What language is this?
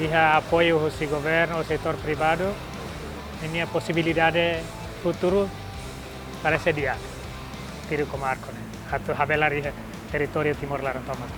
Tetum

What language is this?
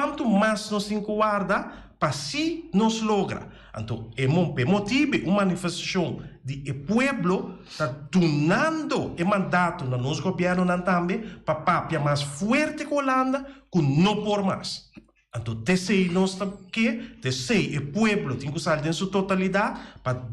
Papiamento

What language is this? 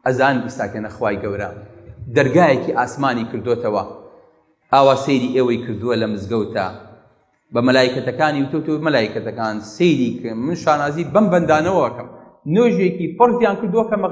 Central Kurdish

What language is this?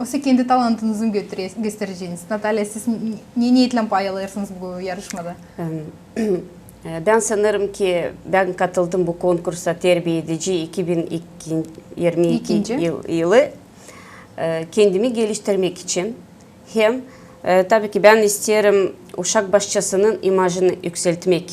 Gagauz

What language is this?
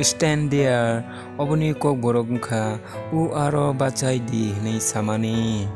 Kok Borok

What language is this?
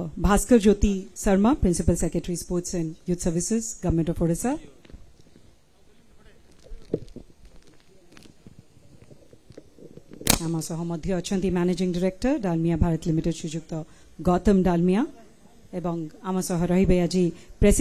Odia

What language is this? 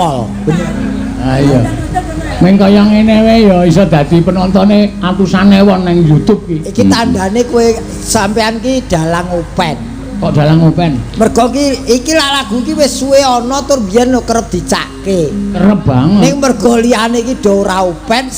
Javanese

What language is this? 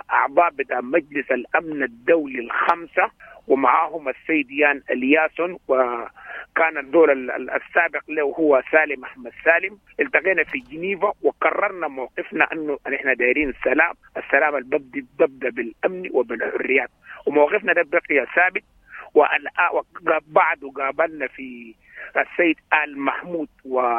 Sudanese Arabic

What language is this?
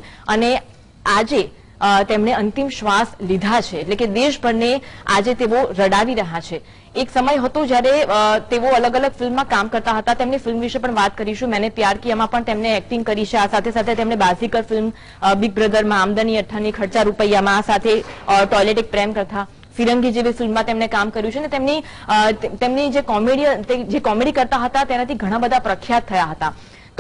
Gujarati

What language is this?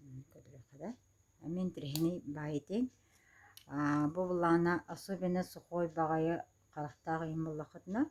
Yakut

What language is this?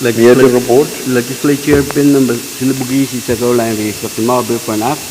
Pohnpeian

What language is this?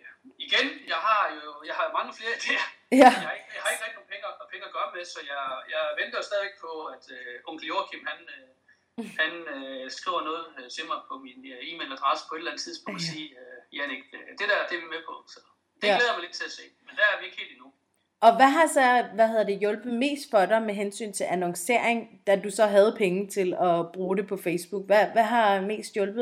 Danish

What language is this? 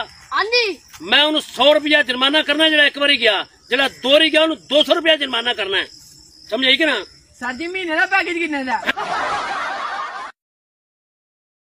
Punjabi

